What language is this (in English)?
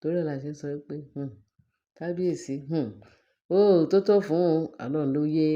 Yoruba